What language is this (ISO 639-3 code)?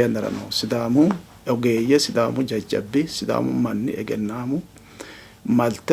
sid